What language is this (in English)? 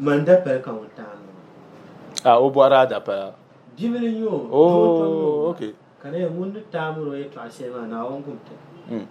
Dagbani